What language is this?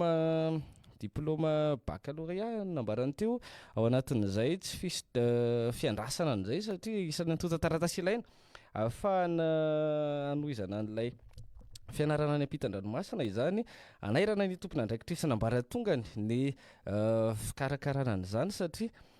Malagasy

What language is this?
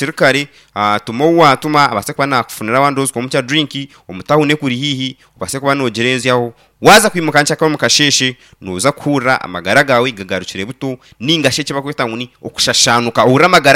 Nyankole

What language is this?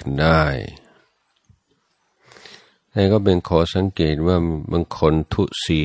Thai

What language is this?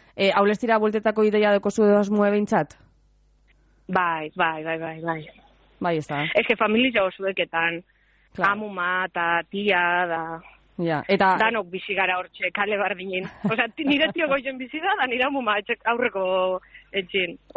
Basque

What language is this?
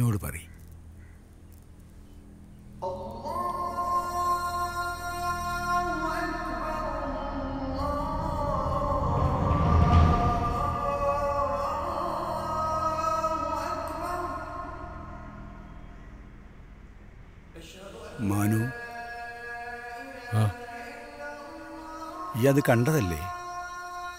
Malayalam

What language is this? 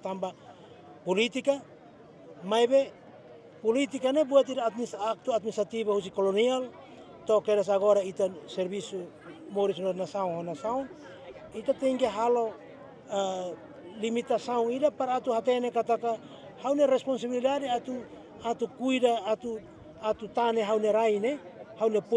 Tetum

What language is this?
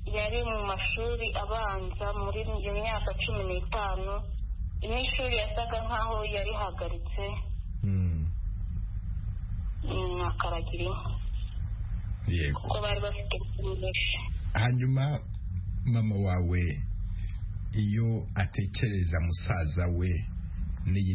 Kinyarwanda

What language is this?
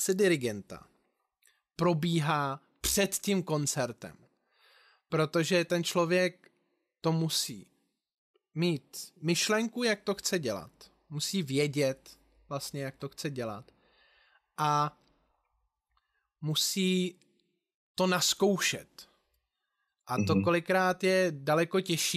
Czech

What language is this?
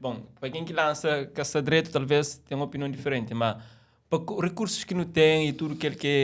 Kabuverdianu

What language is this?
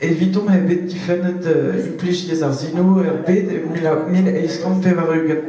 Breton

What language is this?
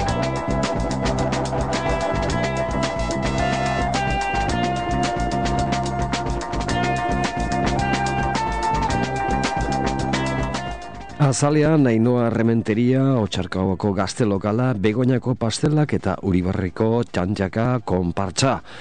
Basque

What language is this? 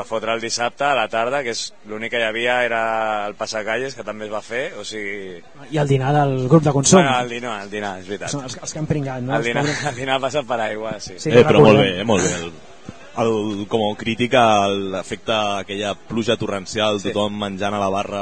Catalan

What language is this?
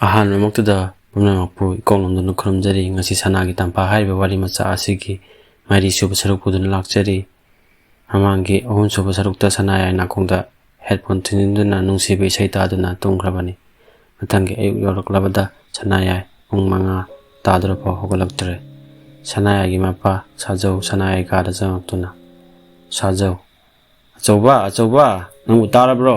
Manipuri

